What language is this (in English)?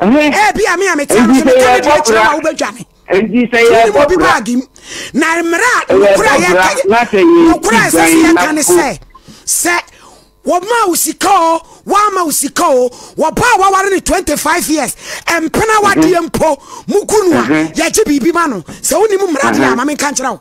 Akan